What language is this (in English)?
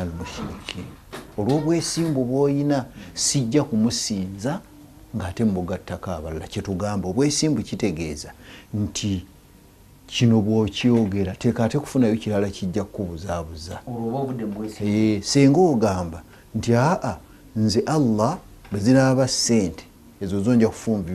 Ganda